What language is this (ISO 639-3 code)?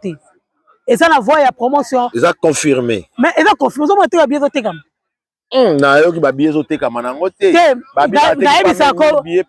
lin